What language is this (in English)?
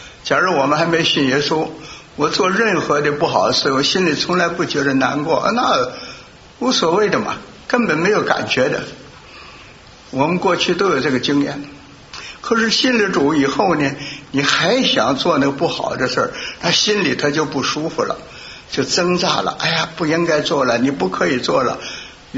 Chinese